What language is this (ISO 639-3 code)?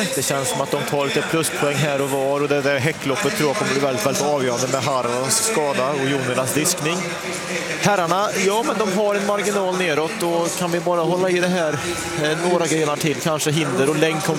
swe